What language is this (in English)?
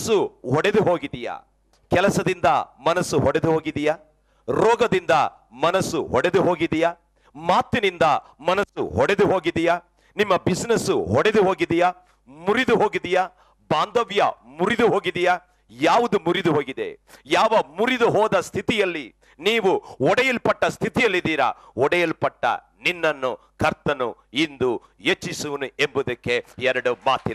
Kannada